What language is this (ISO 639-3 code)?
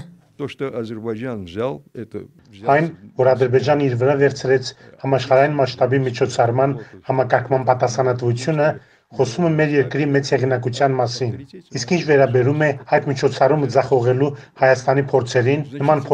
hye